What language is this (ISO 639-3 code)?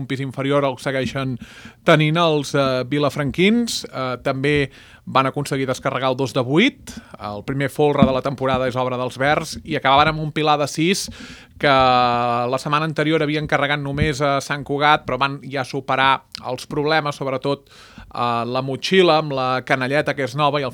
cat